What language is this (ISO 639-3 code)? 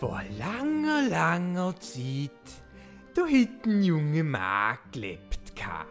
gsw